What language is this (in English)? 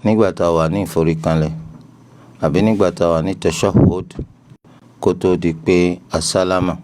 Yoruba